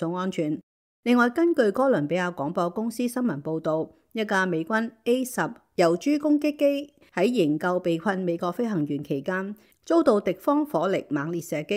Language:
Cantonese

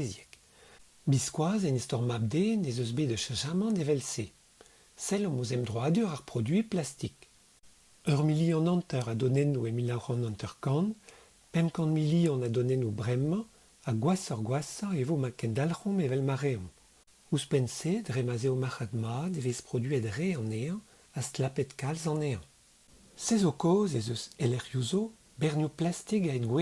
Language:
Breton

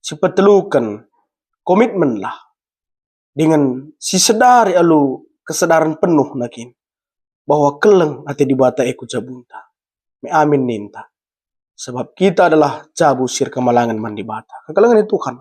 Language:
Batak Karo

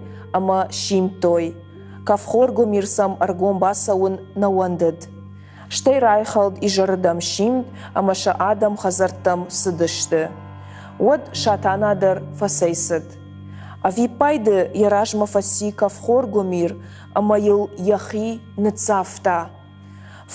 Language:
Ossetic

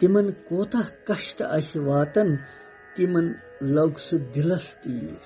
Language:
Kashmiri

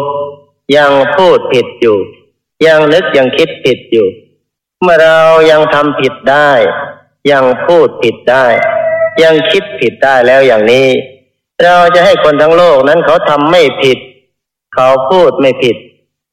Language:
Thai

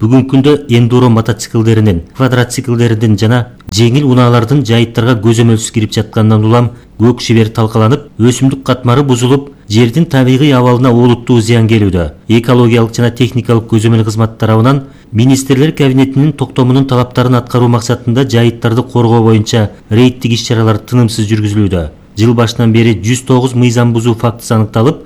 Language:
Kyrgyz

